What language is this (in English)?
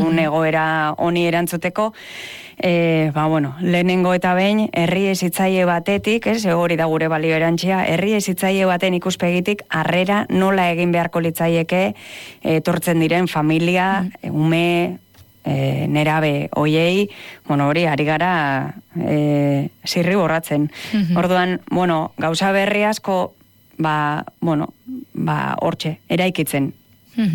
Basque